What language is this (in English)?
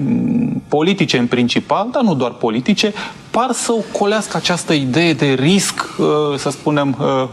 Romanian